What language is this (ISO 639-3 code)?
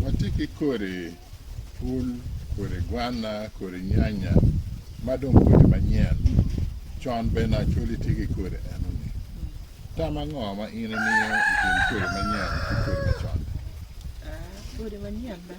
ach